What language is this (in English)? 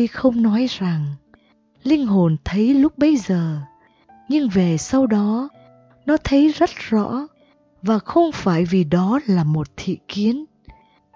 Vietnamese